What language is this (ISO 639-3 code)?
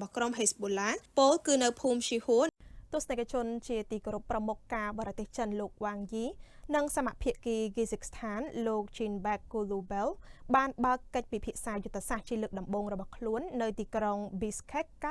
khm